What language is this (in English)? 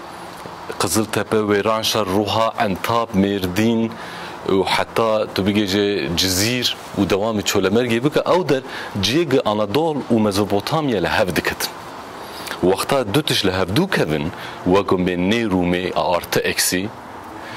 Kurdish